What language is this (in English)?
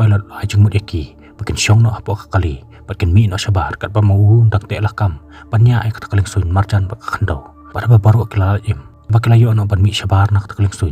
Khasi